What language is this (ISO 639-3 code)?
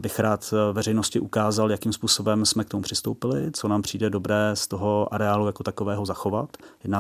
ces